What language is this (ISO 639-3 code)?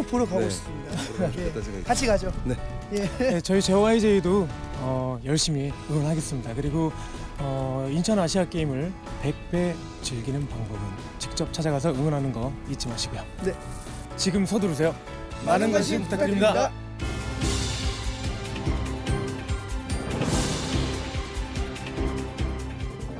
kor